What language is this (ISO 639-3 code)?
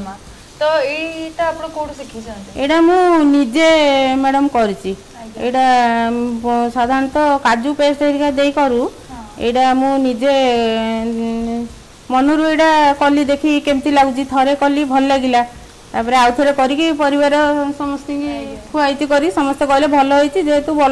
ori